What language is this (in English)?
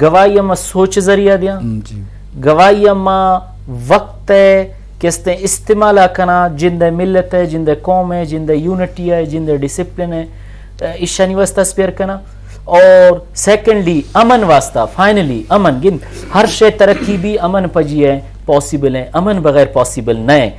Eastern Balochi